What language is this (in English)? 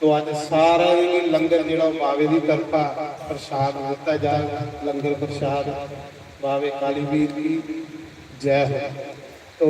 Dogri